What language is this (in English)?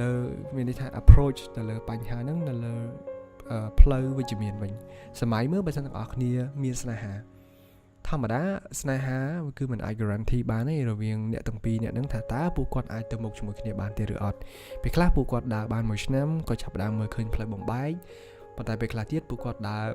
Khmer